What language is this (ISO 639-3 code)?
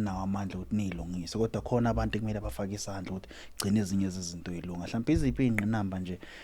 zul